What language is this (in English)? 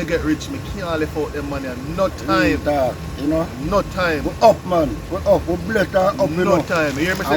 Jamaican Creole English